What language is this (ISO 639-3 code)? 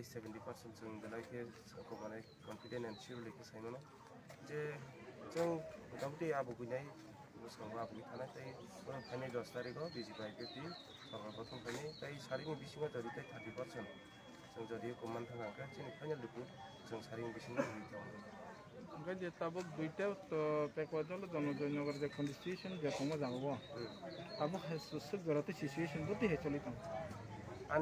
trp